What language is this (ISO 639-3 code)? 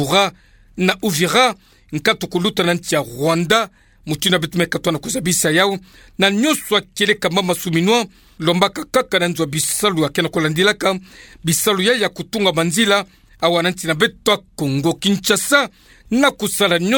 ktu